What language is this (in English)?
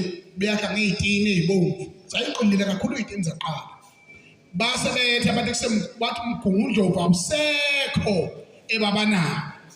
Zulu